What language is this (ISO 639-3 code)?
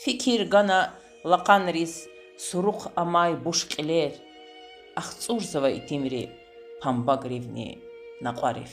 lez